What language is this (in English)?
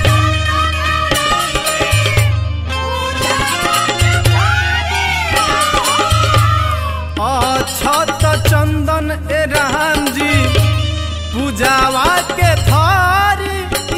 Bhojpuri